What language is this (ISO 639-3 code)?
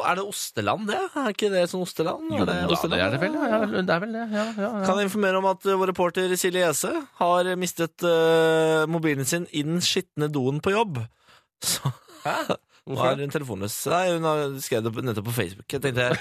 nor